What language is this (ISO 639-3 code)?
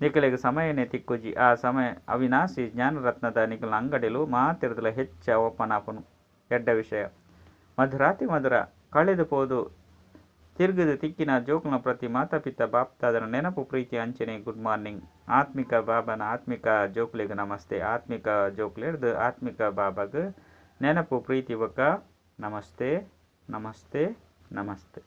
tcy